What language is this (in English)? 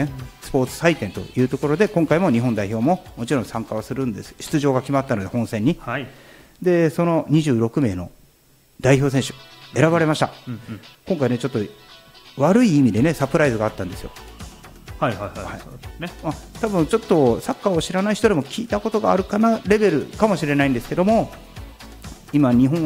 Japanese